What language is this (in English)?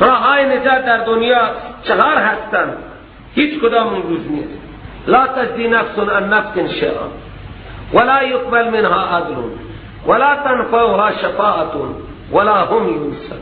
Persian